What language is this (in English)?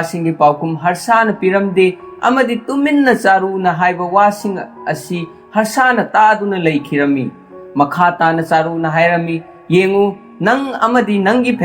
Manipuri